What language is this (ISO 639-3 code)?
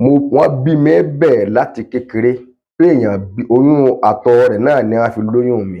yor